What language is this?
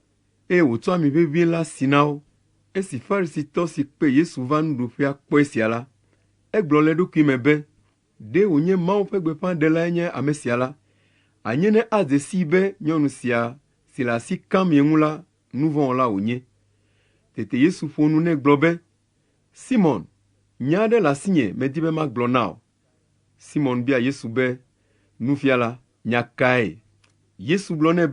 Ewe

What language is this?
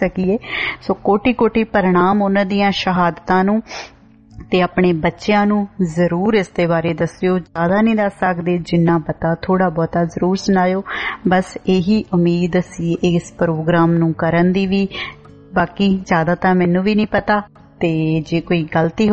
Punjabi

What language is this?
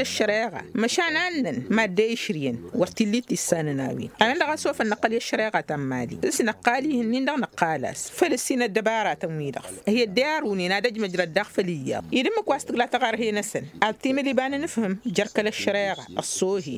Tamasheq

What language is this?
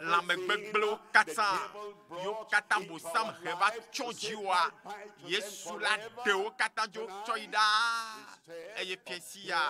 Ewe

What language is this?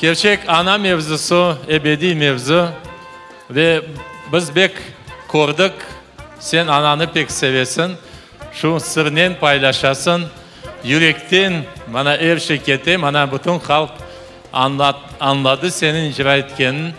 Crimean Tatar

